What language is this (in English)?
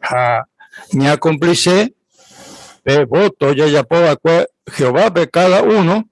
Guarani